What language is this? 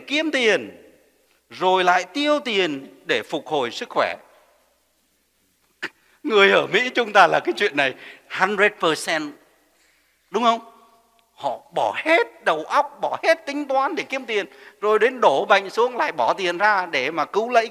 Vietnamese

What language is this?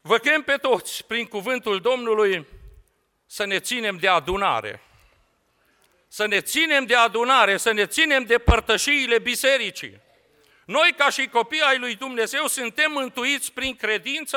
Romanian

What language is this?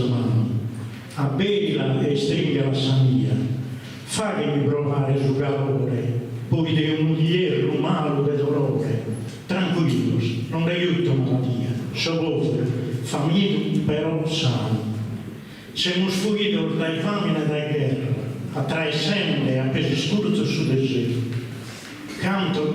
Sardinian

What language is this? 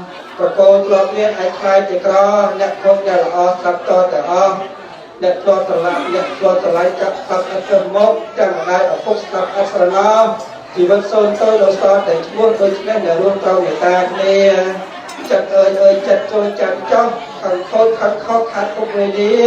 Khmer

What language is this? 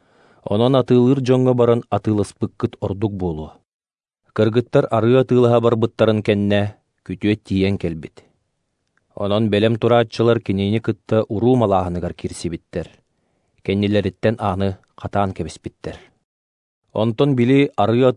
Yakut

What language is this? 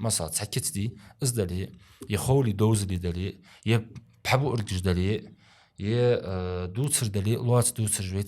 Ingush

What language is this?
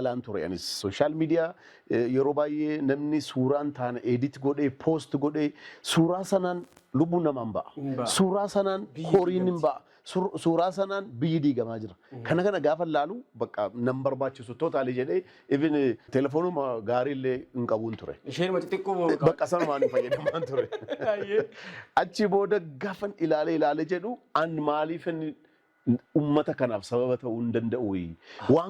Oromo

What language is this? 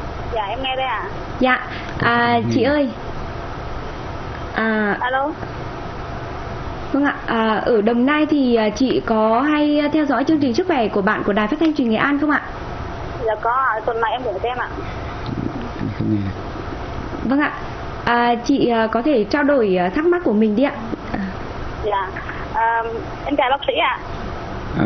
Vietnamese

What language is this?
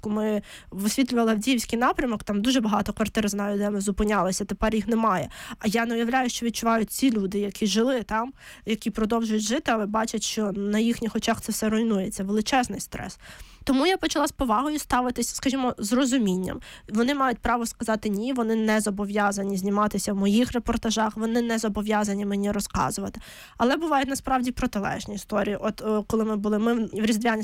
Ukrainian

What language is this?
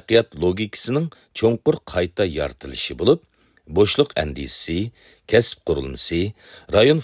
Uyghur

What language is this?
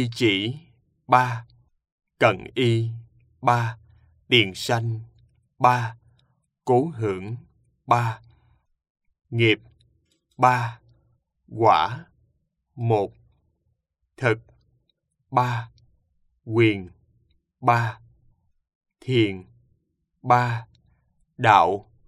Vietnamese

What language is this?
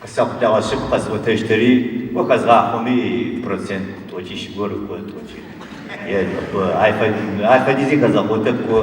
Adyghe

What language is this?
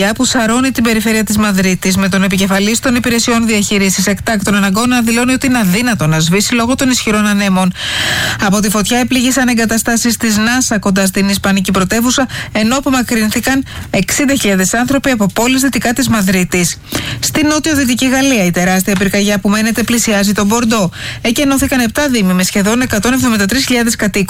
Greek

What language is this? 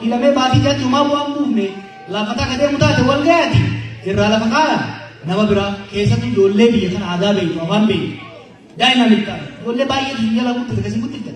Oromo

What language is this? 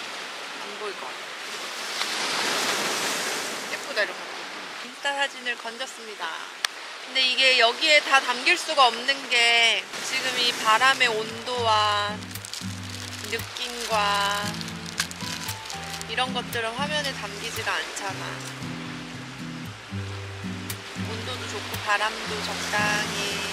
Korean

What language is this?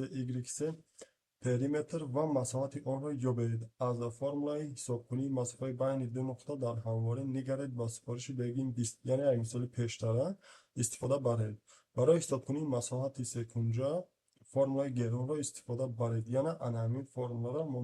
Tajik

